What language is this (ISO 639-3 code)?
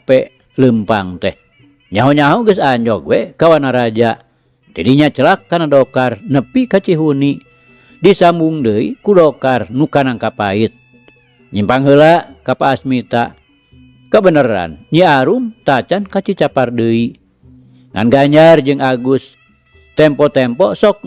sun